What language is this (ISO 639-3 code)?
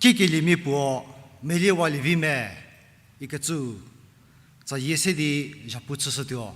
njm